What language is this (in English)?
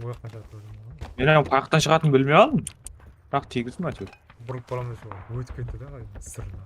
Kara-Kalpak